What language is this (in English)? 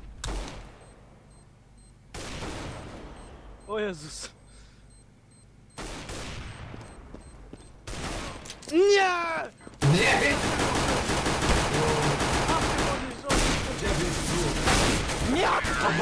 Polish